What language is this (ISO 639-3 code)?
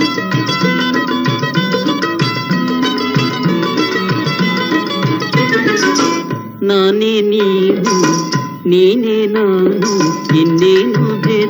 kan